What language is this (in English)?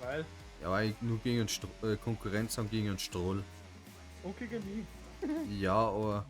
Bavarian